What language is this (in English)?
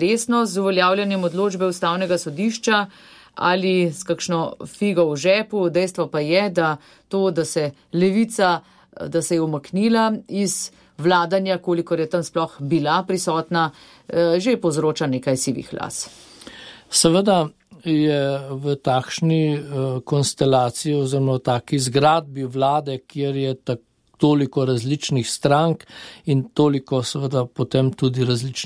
Slovenian